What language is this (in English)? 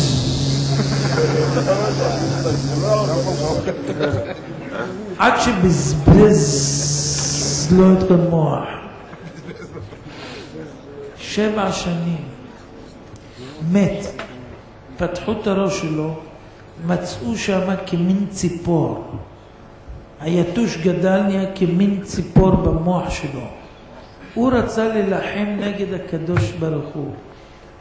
Hebrew